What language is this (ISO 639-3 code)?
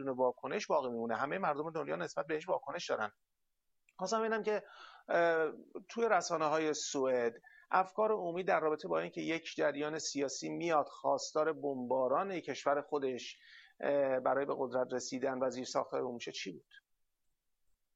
fas